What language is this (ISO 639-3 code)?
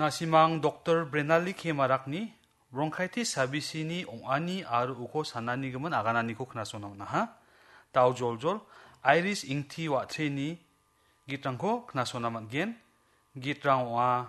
grt